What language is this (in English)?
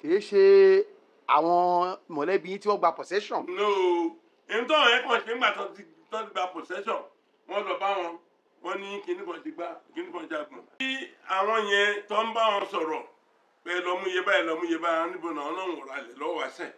Yoruba